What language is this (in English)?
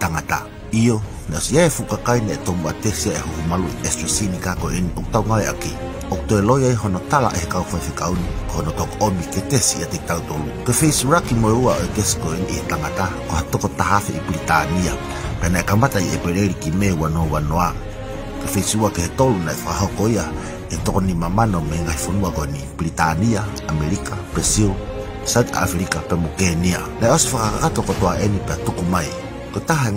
Tongan